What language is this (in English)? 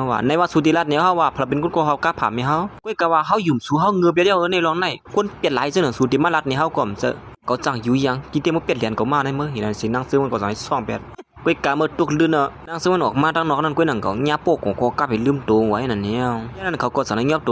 Shan